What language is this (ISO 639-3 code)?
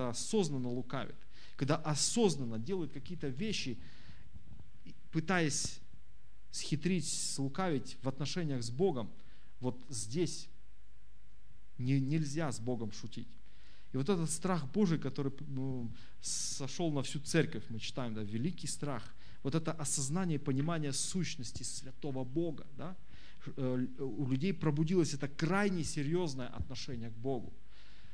rus